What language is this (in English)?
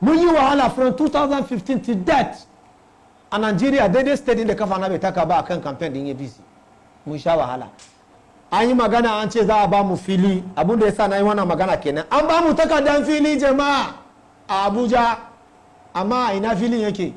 Hausa